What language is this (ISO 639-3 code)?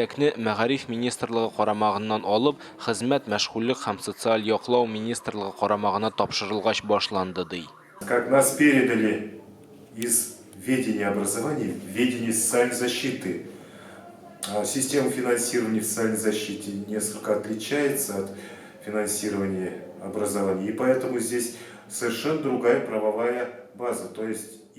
tat